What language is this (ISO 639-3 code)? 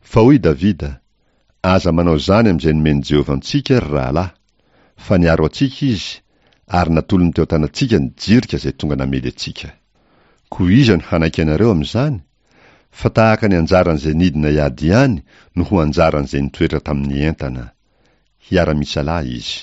mlg